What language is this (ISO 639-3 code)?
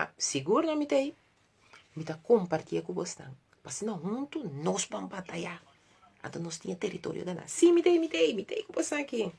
pap